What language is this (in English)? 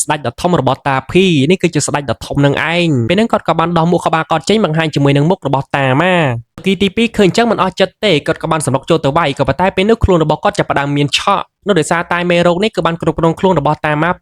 Khmer